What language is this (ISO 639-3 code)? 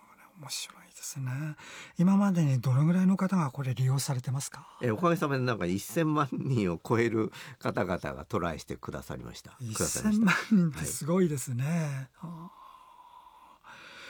jpn